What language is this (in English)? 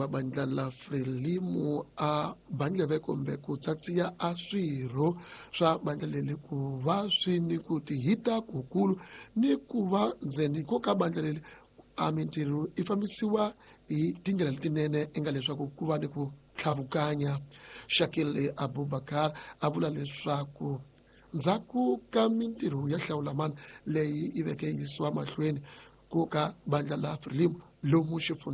Tsonga